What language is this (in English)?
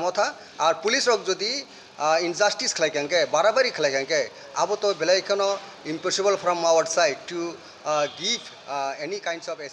Kok Borok